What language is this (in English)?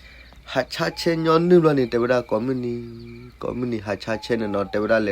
S'gaw Karen